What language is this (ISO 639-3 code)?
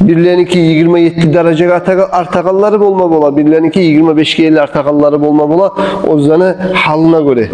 kum